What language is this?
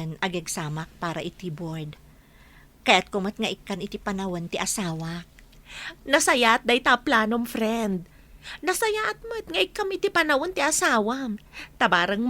Iloko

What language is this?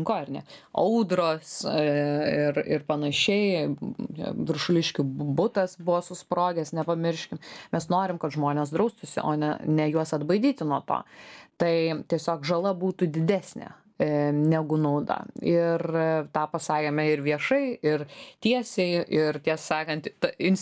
Lithuanian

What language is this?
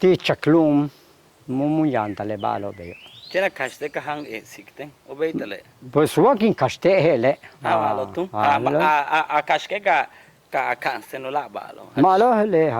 Yucateco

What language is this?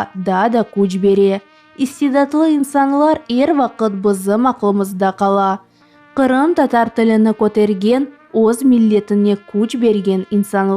Crimean Tatar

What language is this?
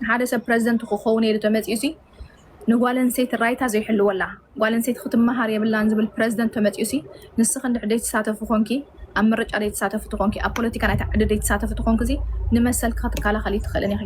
Tigrinya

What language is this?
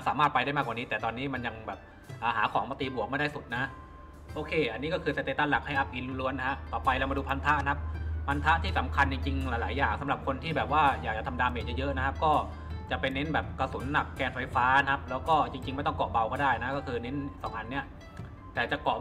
Thai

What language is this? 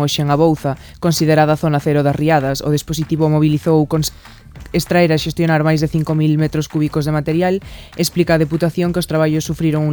Galician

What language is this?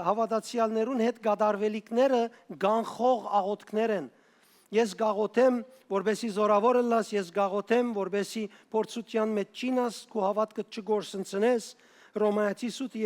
Western Armenian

